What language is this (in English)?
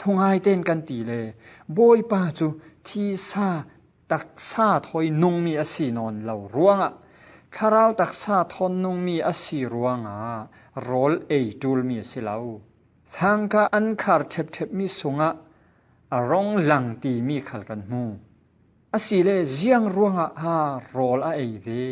Falam Chin